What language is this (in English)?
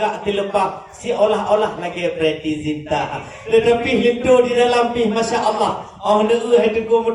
Achinese